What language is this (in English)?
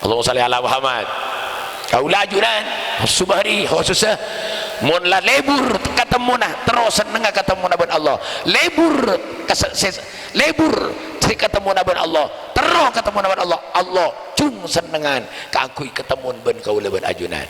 Madurese